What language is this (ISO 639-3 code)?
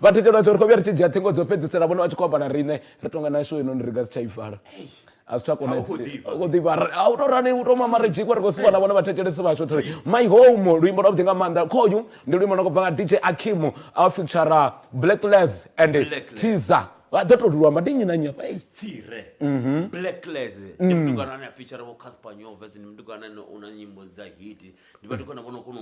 ven